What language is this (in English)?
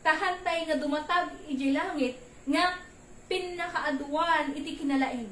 Iloko